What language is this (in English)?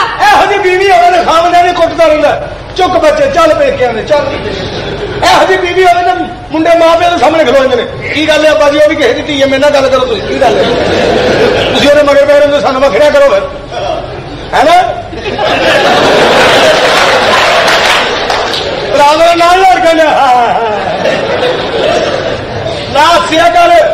Punjabi